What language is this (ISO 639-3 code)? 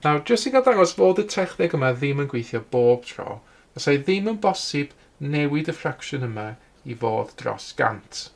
cym